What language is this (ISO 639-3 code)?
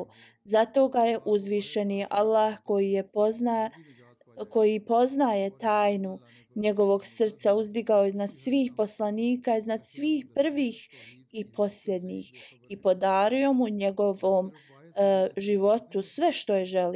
bos